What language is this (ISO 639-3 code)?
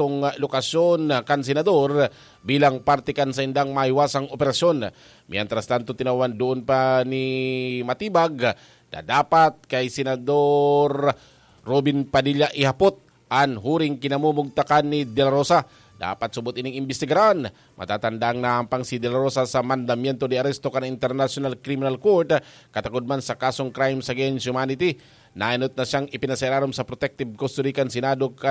bik